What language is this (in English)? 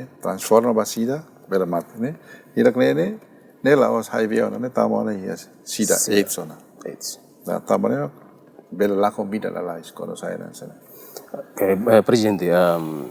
Tetum